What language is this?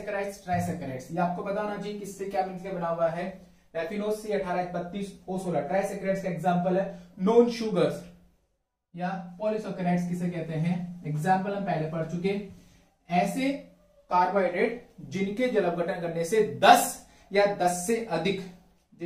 Hindi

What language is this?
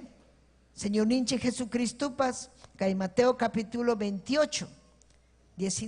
Ayacucho Quechua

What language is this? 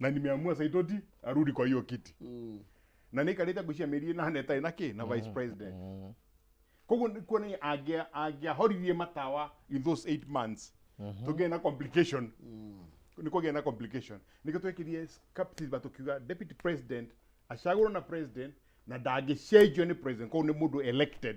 Kikuyu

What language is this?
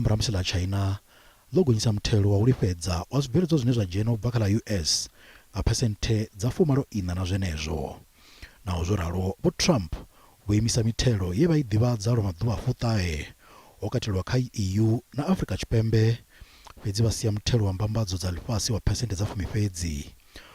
Venda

